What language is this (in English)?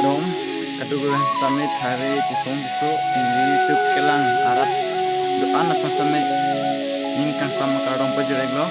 Karbi